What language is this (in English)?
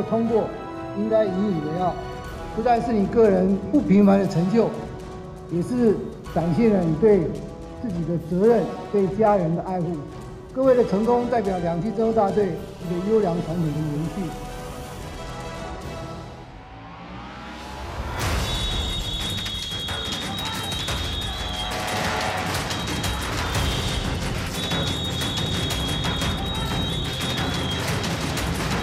Chinese